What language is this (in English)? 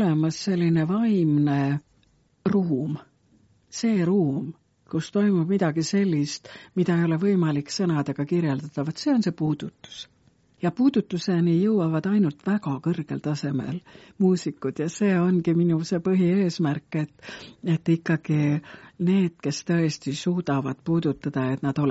Estonian